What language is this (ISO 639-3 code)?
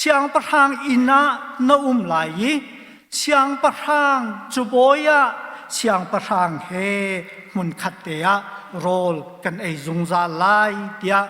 cnh